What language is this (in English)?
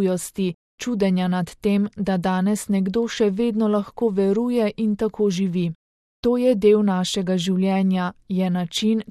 Slovenian